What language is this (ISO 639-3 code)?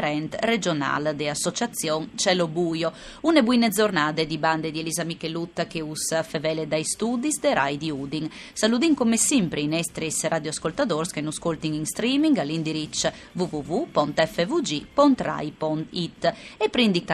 fur